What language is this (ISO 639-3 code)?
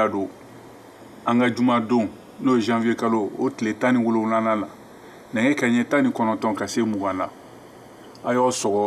bam